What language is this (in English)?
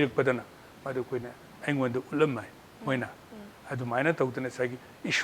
Manipuri